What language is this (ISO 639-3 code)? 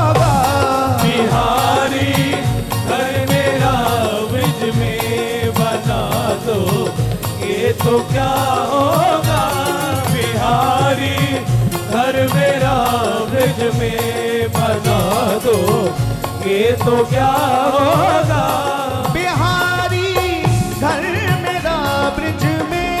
hin